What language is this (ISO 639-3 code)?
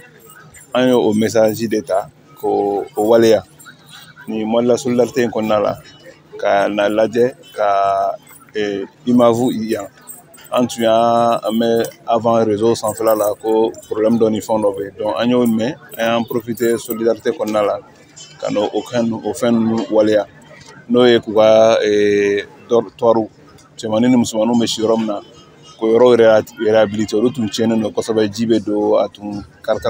bam